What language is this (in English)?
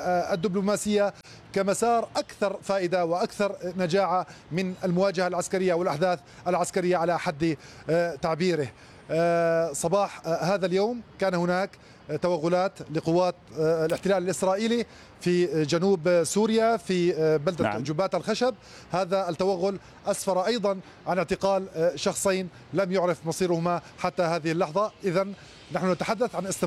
Arabic